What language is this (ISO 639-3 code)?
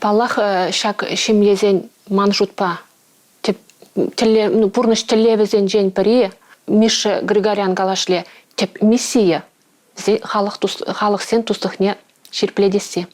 chv